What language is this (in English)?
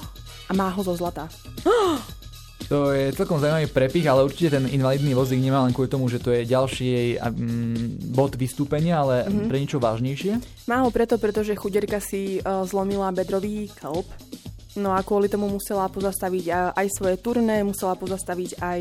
Slovak